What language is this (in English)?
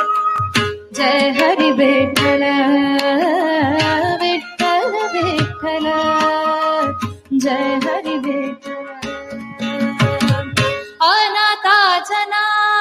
Marathi